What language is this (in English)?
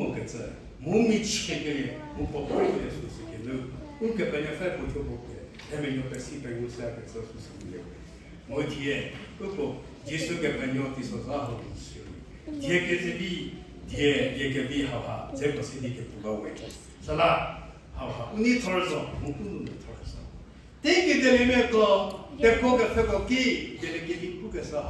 Angami Naga